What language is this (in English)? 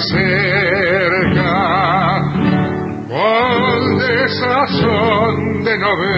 Spanish